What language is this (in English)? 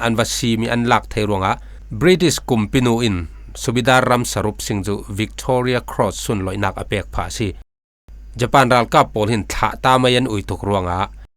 Falam Chin